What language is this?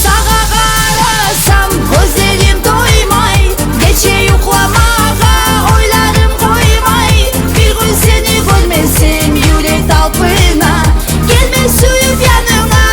Kumyk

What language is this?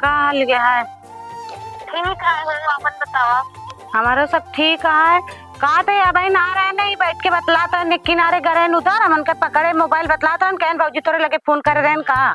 Awadhi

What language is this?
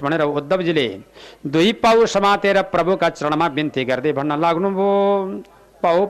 Nepali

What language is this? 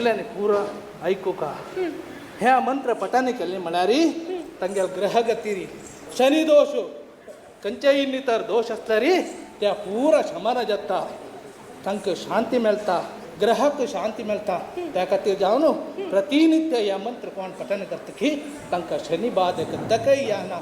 Konkani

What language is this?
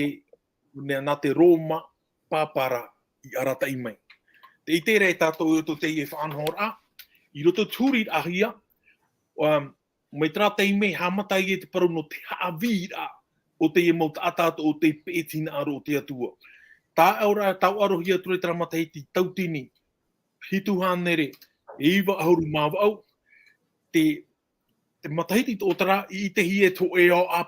Tahitian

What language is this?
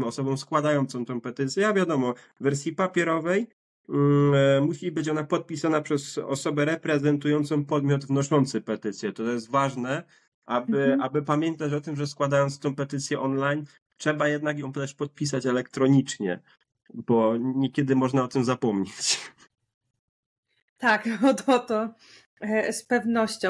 Polish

